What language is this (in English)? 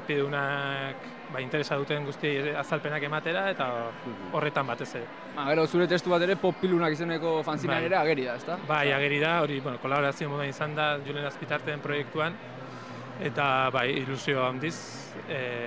Basque